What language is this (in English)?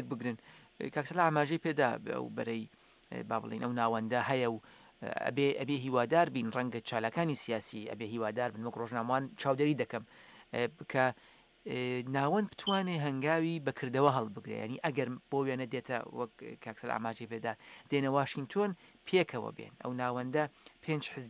Central Kurdish